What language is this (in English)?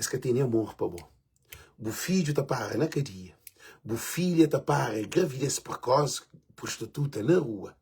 Kabuverdianu